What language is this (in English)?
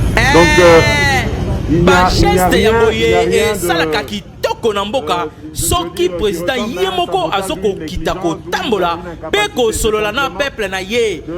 Lingala